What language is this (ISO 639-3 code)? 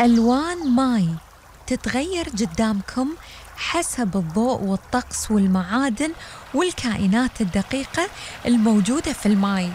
afb